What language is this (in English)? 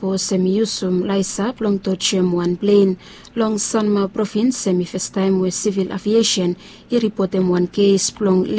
Bislama